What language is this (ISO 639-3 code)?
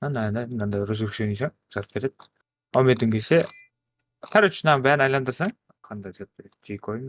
kaa